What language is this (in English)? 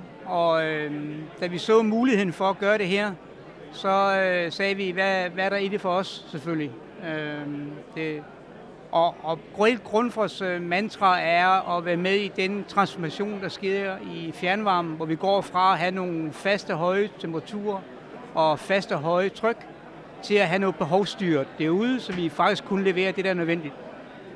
Danish